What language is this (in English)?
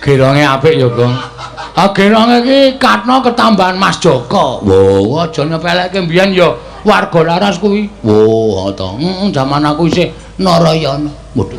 Javanese